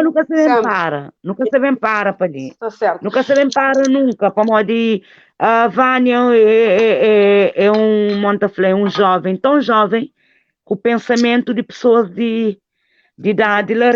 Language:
Kabuverdianu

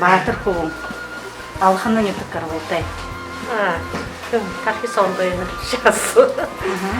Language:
Buriat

